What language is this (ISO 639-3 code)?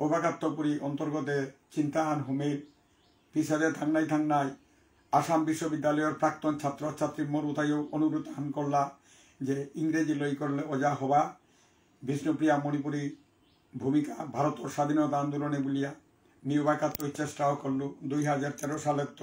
bpy